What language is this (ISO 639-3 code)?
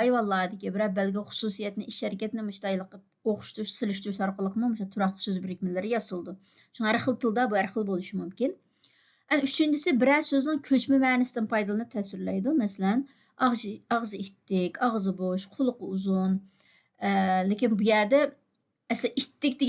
uig